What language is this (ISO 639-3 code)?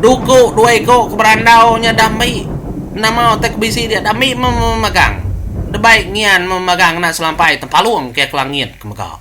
iba